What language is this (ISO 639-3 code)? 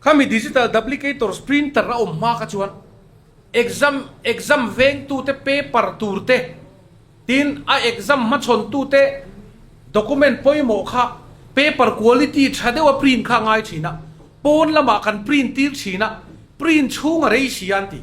lus